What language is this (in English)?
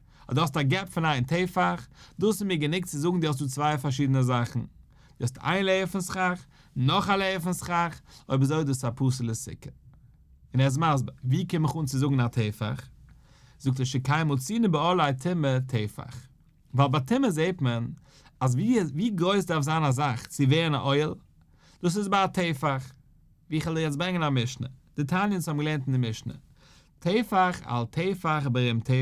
Yiddish